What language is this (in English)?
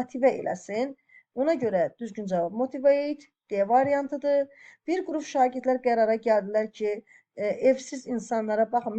Azerbaijani